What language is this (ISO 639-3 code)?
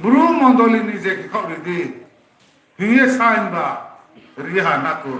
ria